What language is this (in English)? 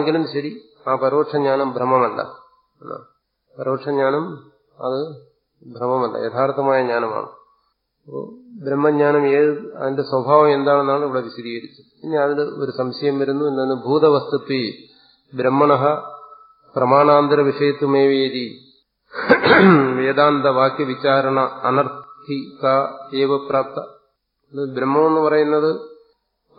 Malayalam